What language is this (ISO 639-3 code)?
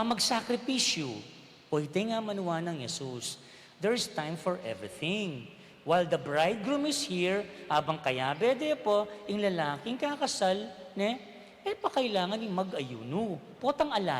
pam